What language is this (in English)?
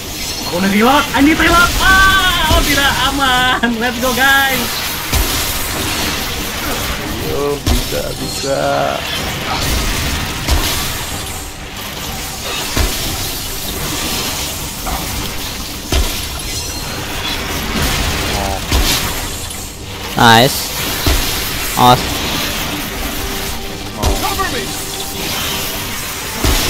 Indonesian